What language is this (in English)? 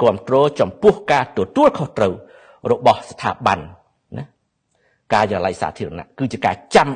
Khmer